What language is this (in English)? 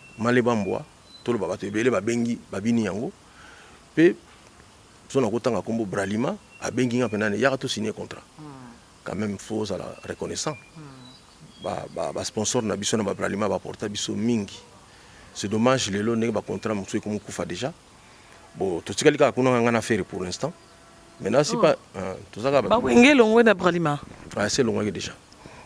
Lingala